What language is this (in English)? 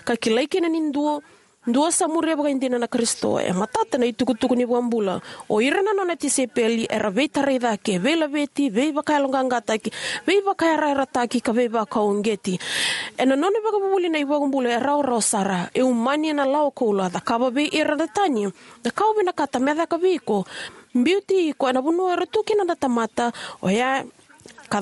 Fijian